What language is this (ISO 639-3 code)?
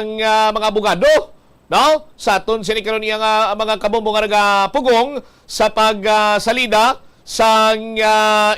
hil